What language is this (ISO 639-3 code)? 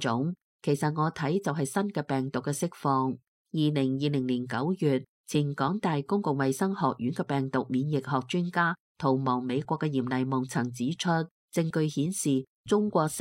yue